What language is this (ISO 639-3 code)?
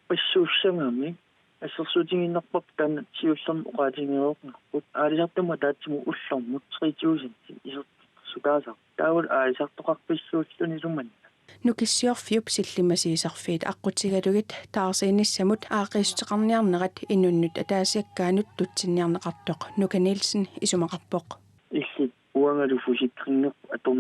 kal